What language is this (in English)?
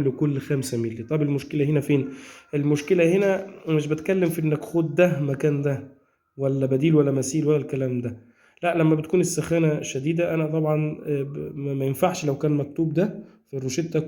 Egyptian Arabic